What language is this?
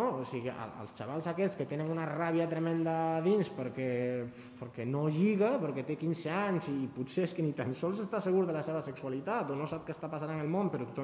Catalan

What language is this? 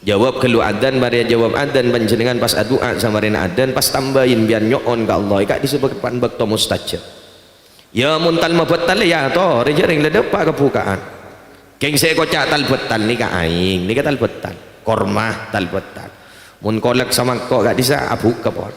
Madurese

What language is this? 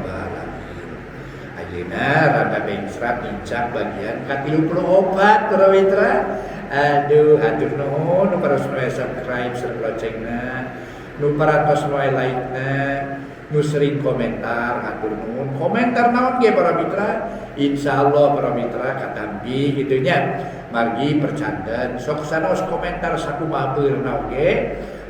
Sundanese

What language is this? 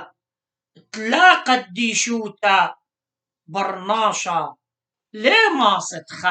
Assyrian Neo-Aramaic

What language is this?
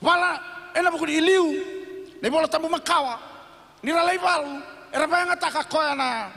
Fijian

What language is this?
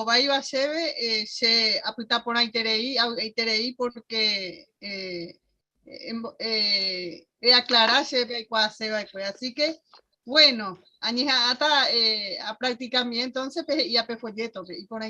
Guarani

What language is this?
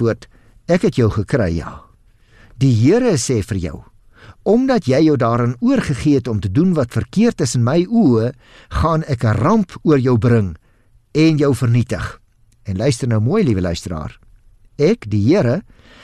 Afrikaans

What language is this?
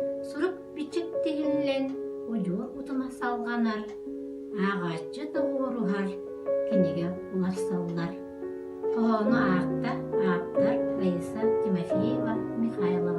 Yakut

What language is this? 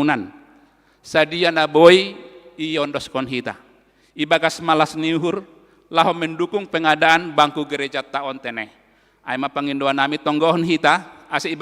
Batak Simalungun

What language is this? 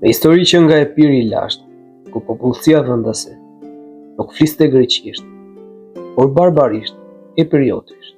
Albanian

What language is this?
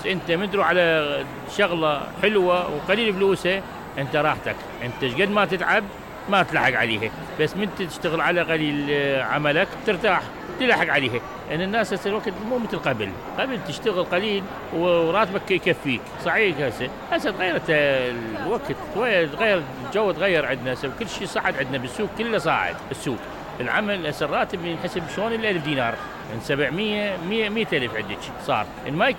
Mesopotamian Arabic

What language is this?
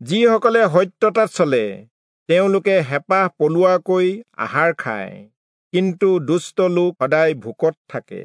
Assamese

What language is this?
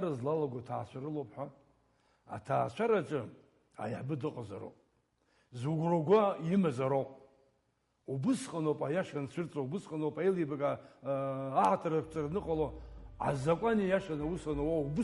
Abkhazian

